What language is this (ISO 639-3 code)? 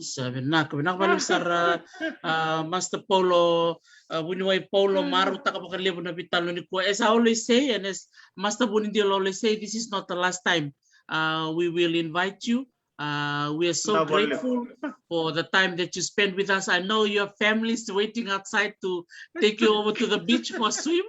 fij